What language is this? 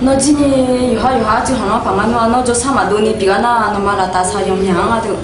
Akha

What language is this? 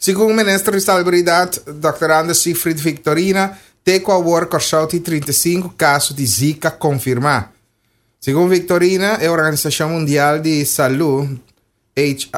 Papiamento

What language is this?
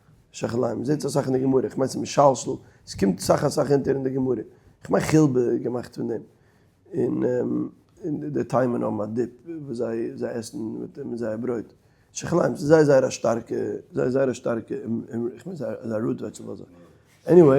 Yiddish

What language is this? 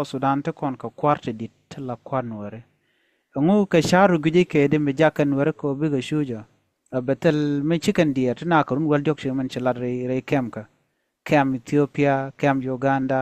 Nuer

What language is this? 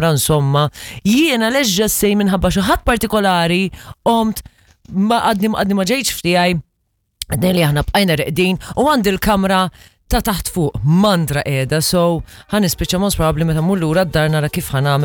Maltese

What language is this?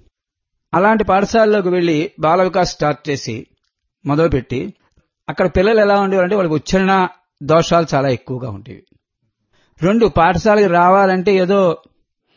Telugu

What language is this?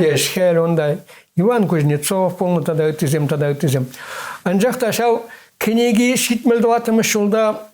Chuvash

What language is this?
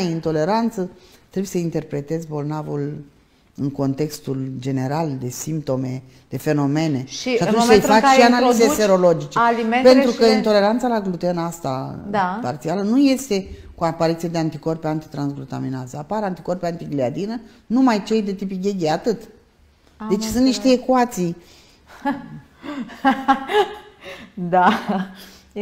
Romanian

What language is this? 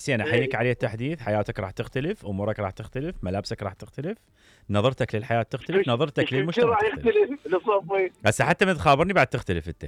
Mesopotamian Arabic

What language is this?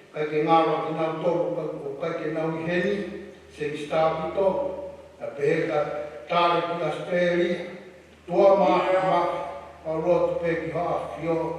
Tongan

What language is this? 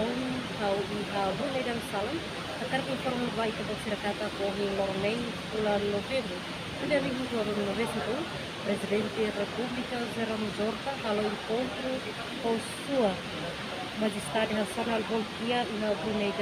Tetum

